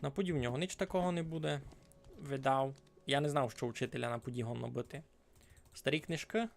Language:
Rusyn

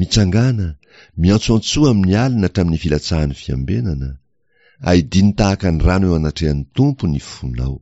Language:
Malagasy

